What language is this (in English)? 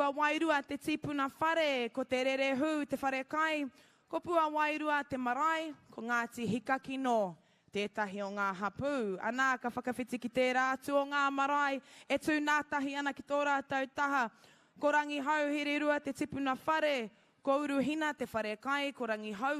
Māori